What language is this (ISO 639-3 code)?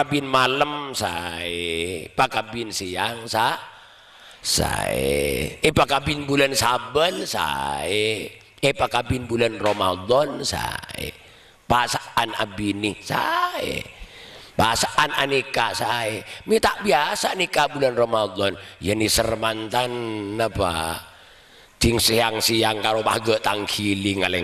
mad